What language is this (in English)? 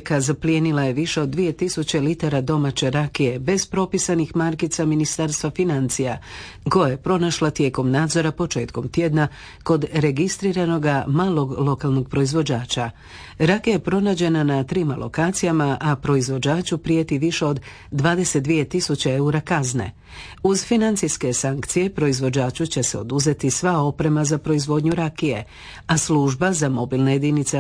Croatian